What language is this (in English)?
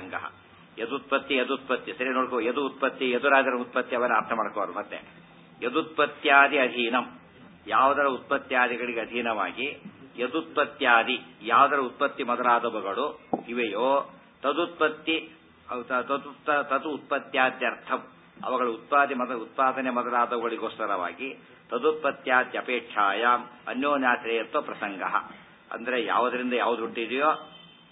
Kannada